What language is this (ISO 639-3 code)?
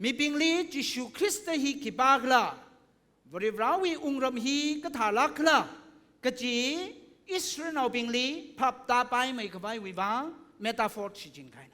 nmf